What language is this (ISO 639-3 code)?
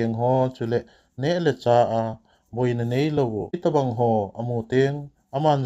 tcz